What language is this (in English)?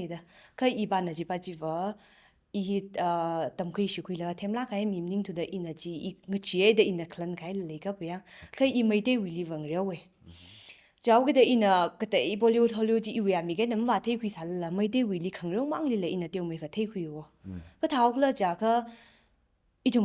Tangkhul Naga (India)